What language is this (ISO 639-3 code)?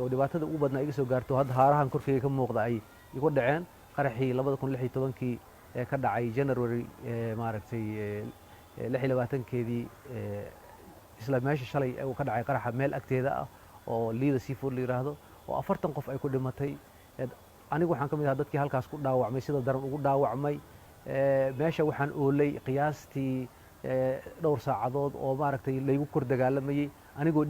som